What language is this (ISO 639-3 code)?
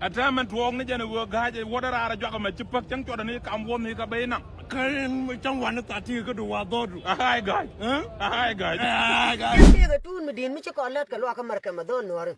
nus